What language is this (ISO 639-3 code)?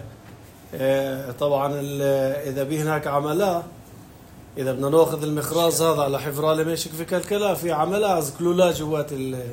apc